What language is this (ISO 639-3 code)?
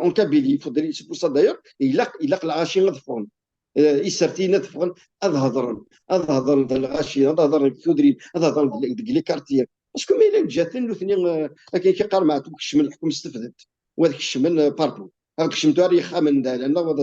kab